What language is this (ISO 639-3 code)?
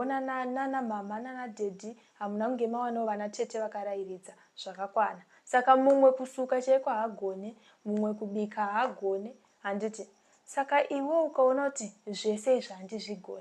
sna